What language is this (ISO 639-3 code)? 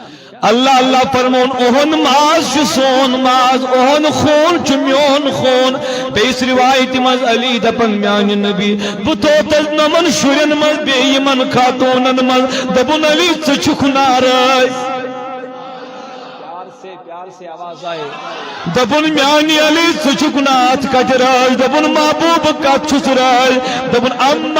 kas